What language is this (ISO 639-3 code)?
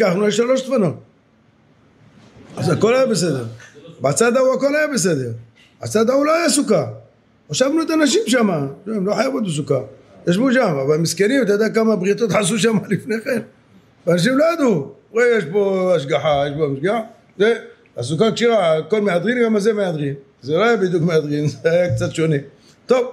heb